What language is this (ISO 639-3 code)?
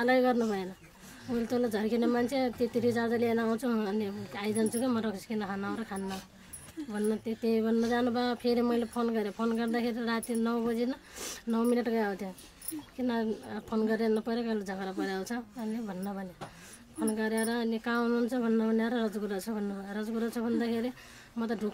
nep